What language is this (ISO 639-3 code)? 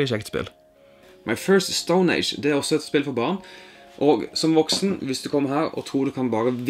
nor